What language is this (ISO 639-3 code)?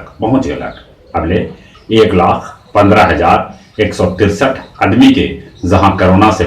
mag